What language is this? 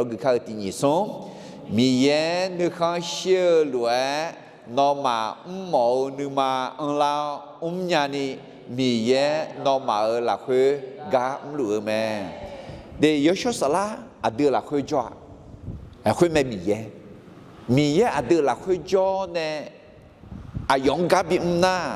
Akha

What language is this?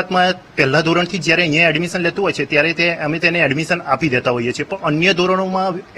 Gujarati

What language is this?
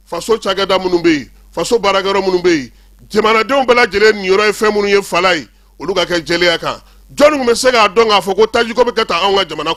Bambara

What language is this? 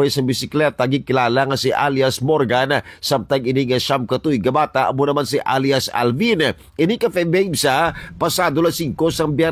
Hiligaynon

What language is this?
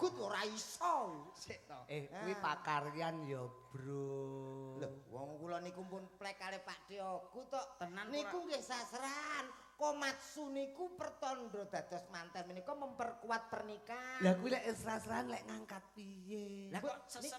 Javanese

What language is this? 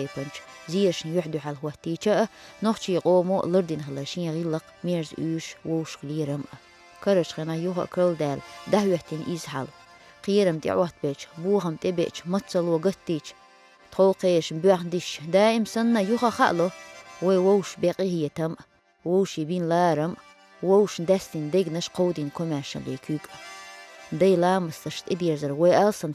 Chechen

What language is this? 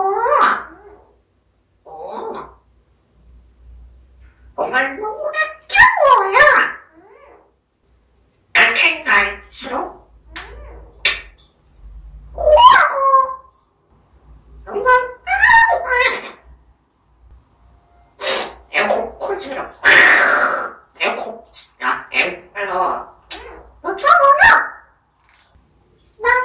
Korean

